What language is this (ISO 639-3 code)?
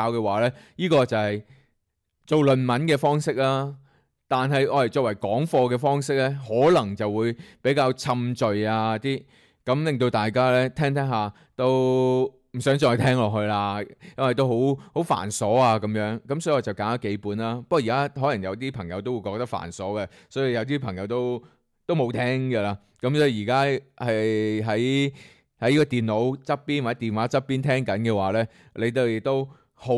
yue